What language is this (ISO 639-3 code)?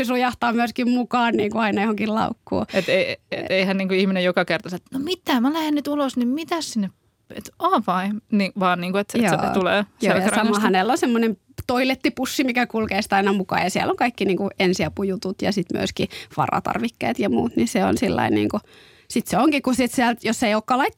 fin